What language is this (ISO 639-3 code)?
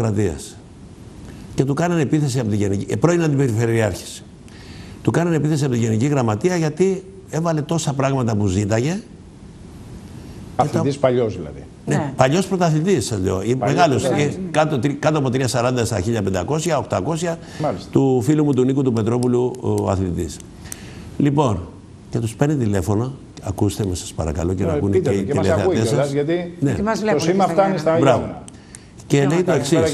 ell